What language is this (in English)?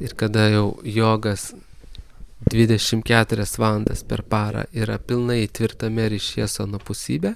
Lithuanian